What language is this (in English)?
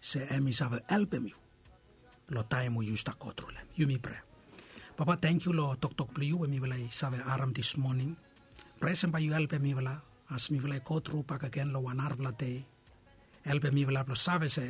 Bislama